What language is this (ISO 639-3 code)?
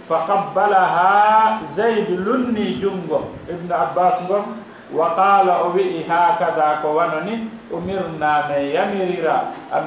ful